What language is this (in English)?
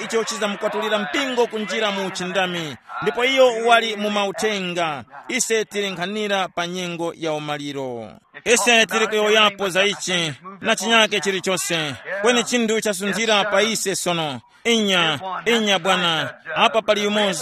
Tumbuka